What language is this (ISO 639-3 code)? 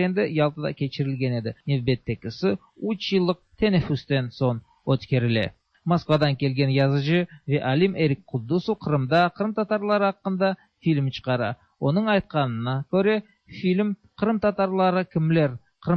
tat